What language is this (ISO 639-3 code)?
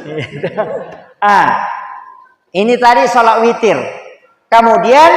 bug